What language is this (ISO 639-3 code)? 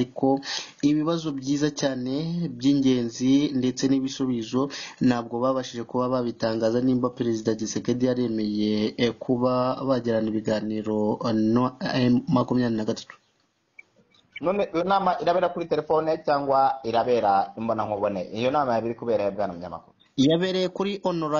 kin